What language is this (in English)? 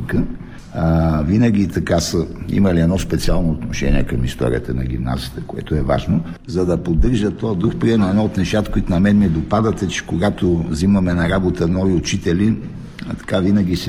Bulgarian